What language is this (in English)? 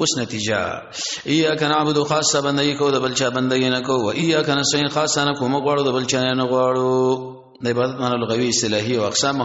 Pashto